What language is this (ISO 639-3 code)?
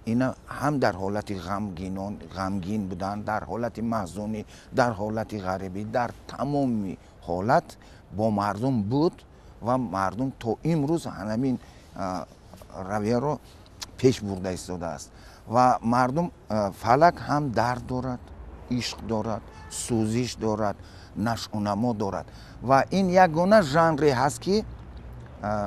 tgk